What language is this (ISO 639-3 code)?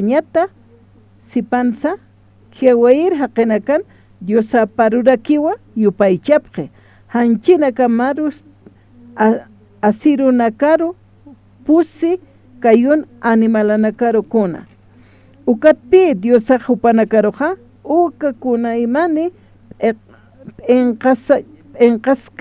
aym